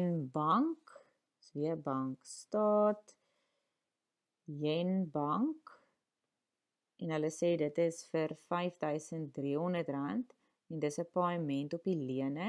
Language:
Afrikaans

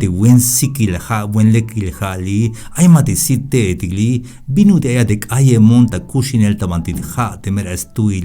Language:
Tzeltal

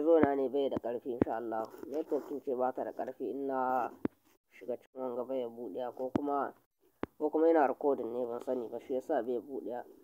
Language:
Hausa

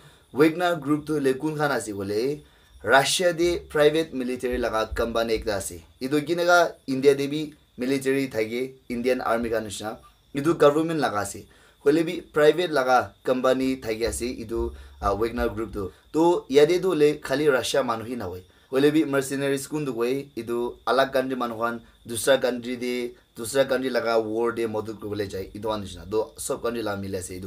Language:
Naga Pidgin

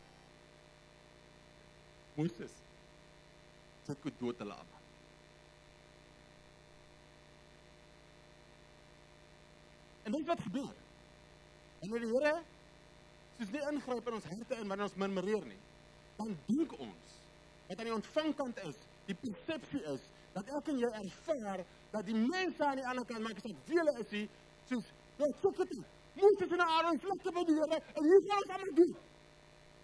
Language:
Afrikaans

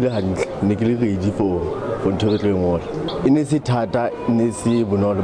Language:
Southern Sotho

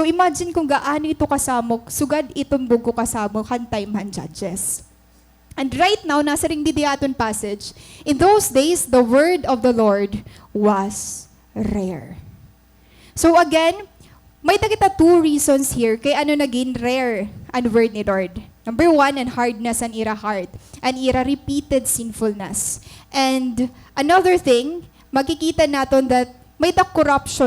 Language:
Waray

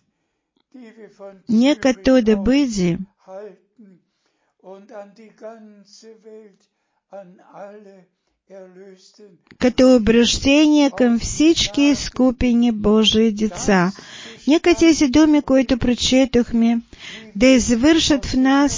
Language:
Bulgarian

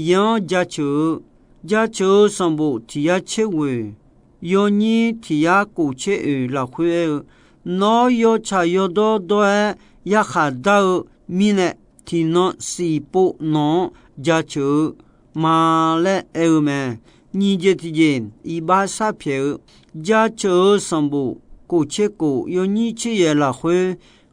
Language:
Akha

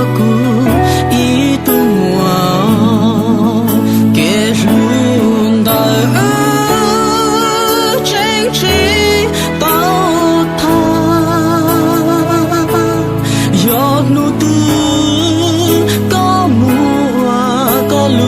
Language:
Hmong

